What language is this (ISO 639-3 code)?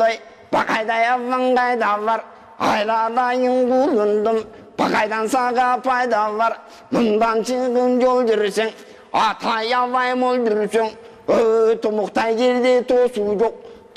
kir